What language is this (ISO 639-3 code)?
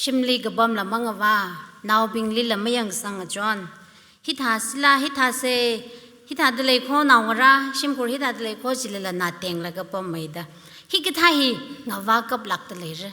nmf